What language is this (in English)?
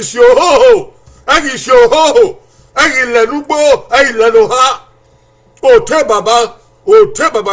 Bini